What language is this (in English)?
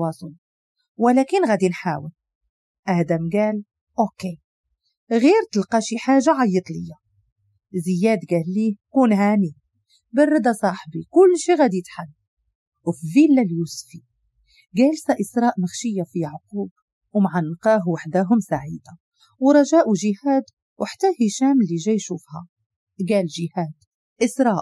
Moroccan Arabic